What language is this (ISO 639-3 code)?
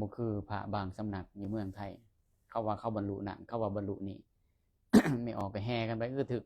lao